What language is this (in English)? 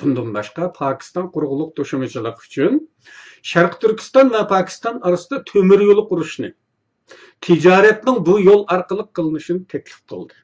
Uyghur